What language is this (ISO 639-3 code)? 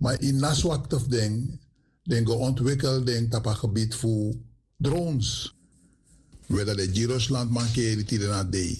srn